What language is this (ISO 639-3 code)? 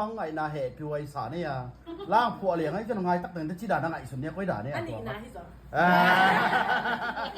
ctd